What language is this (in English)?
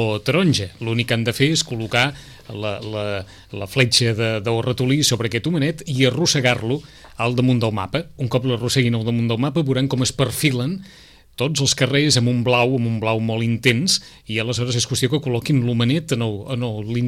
Catalan